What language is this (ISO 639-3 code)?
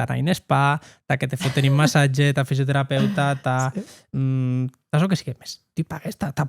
oci